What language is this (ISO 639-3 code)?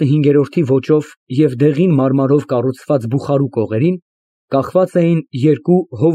hye